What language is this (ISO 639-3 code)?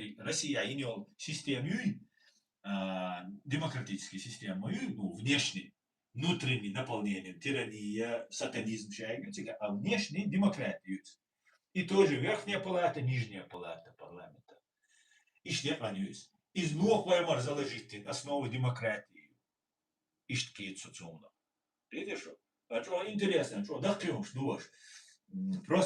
che